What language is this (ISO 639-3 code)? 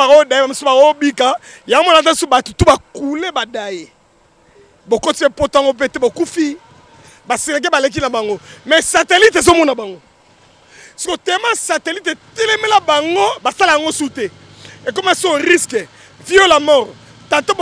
lin